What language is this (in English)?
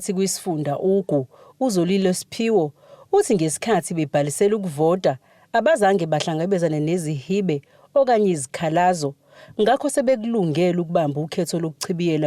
Zulu